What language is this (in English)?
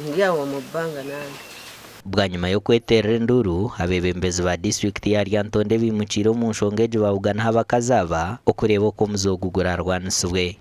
Nyankole